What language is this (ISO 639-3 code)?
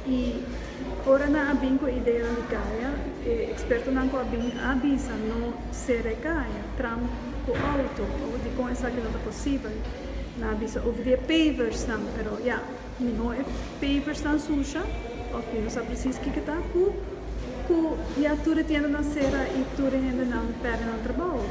pap